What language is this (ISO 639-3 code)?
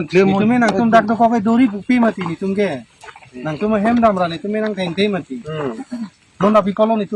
mjw